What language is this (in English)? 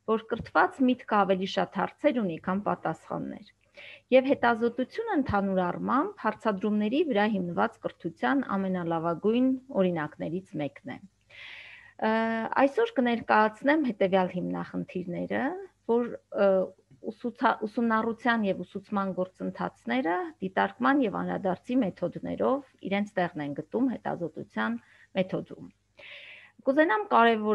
Armenian